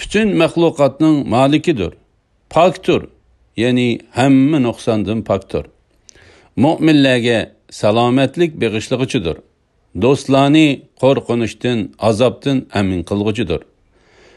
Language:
Uyghur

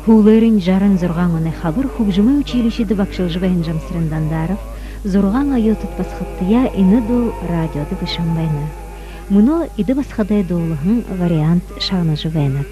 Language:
Buriat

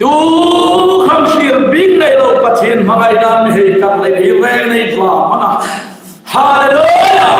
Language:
Hmar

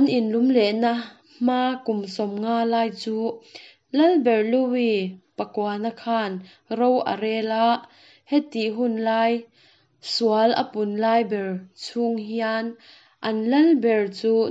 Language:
Mizo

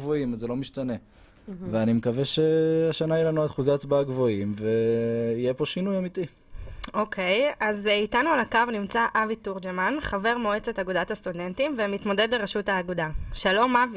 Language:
Hebrew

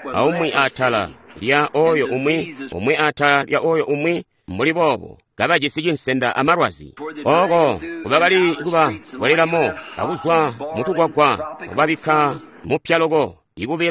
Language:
Tonga (Zambia)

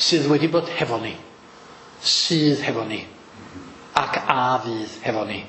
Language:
Welsh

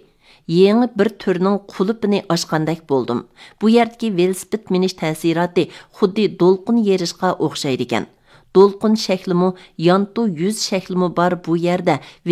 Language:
Uyghur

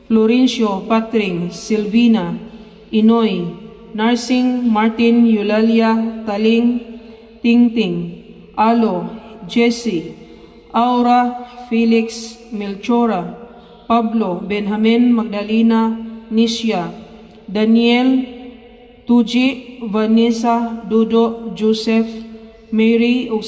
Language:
Cebuano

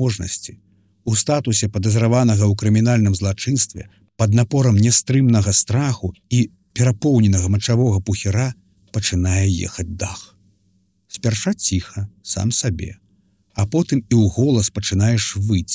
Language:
Belarusian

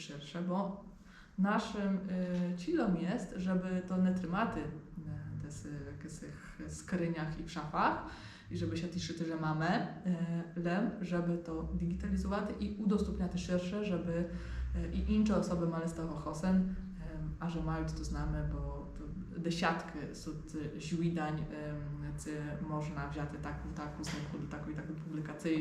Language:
Rusyn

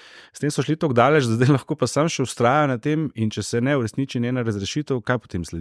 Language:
Slovenian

